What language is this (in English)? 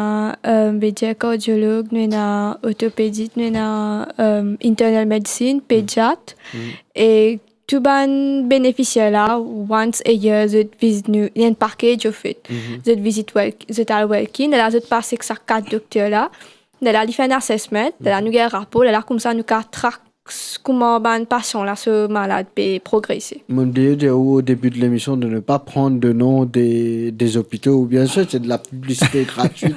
Morisyen